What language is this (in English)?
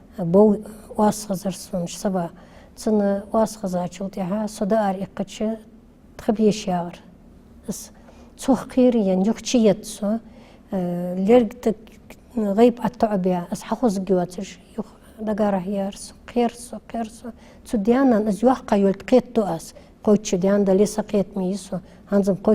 Ingush